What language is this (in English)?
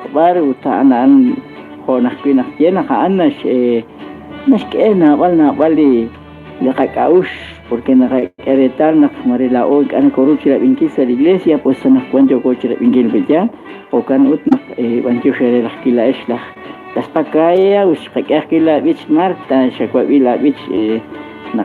Kekchí